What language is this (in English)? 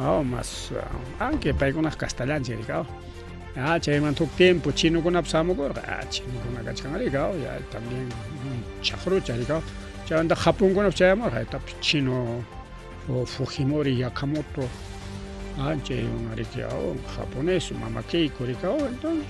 Ayacucho Quechua